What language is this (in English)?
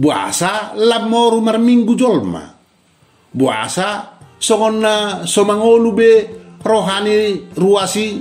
Batak Toba